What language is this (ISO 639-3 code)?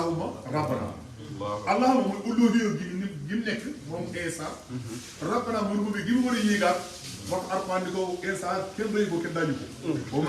wol